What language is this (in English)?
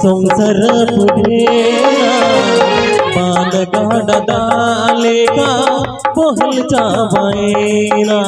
Santali